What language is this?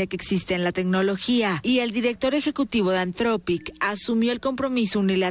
Spanish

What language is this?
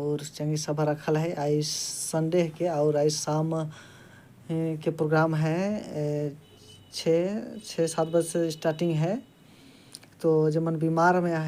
Sadri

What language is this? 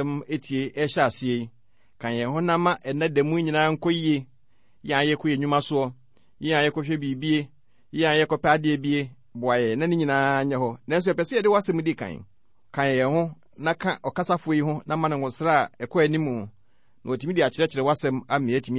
Akan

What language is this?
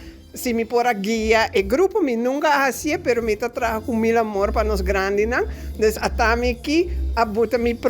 Papiamento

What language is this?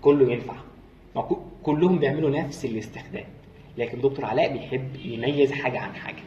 Egyptian Arabic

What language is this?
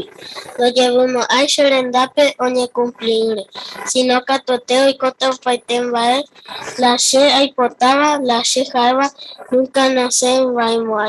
Guarani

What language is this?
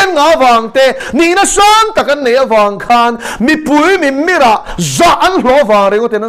Mizo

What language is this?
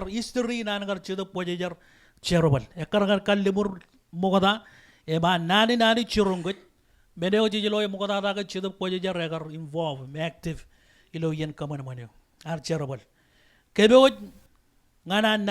Marshallese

